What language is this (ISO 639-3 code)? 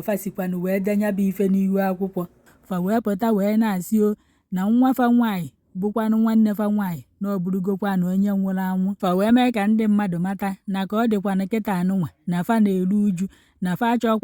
ibo